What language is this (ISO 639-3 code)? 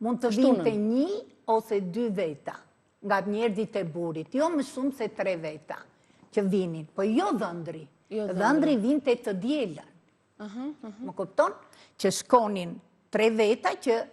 sqi